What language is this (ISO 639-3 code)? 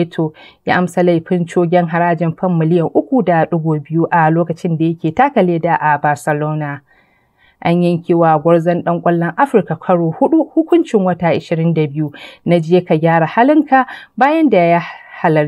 hau